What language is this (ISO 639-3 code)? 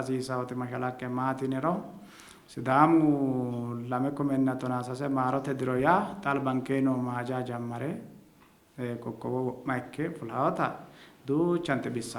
sid